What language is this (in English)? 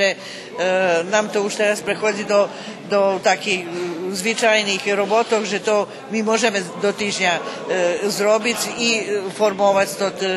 Rusyn